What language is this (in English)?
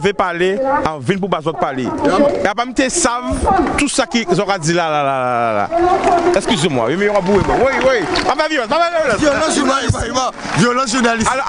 Guadeloupean Creole French